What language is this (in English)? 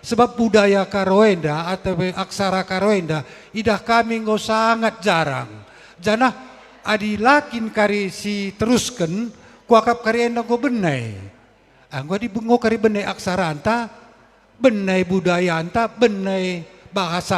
Batak Karo